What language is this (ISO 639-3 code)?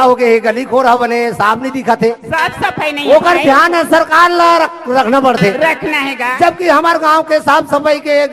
hne